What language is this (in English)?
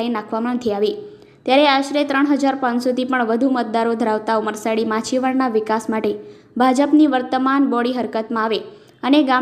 Gujarati